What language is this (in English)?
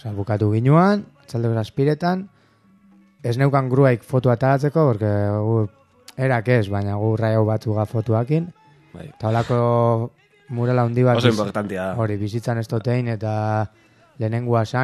Basque